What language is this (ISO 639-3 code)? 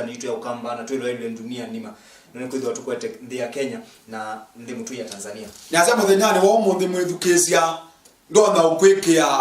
kam